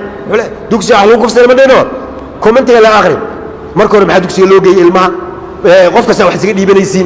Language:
Somali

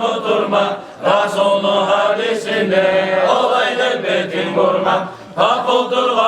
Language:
Kumyk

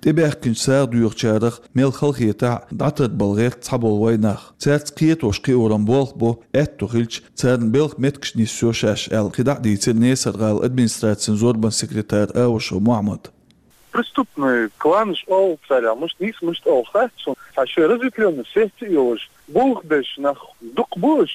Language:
Chechen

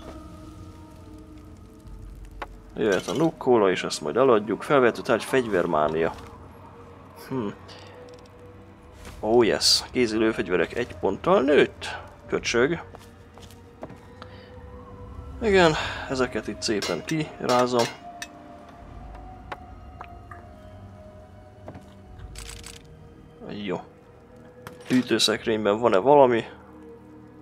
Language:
Hungarian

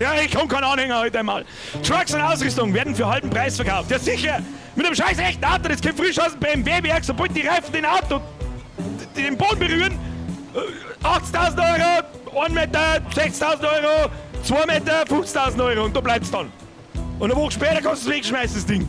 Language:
Bavarian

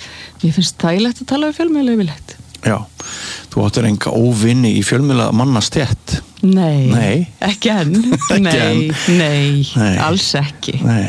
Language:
Icelandic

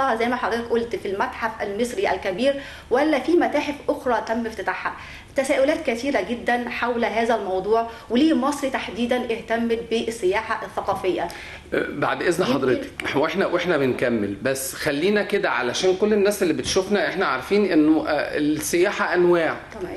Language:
Egyptian Arabic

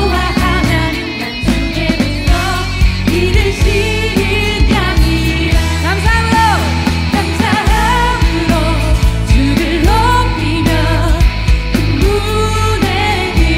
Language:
Korean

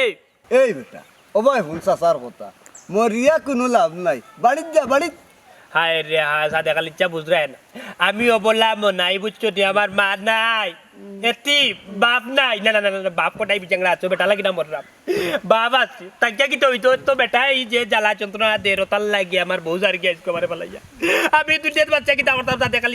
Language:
Sylheti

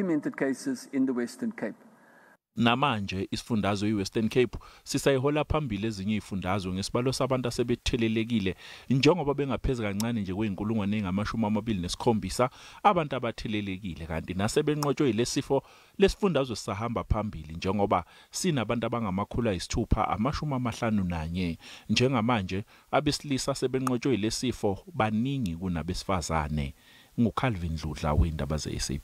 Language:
Zulu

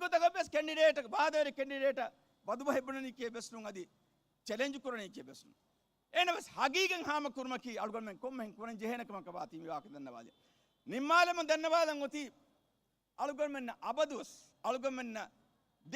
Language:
Divehi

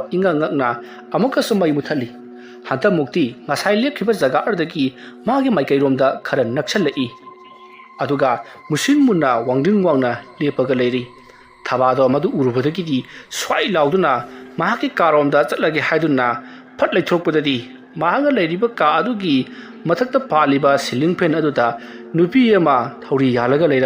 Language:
Manipuri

